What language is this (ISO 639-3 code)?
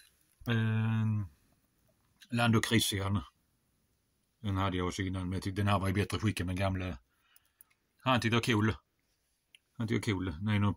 swe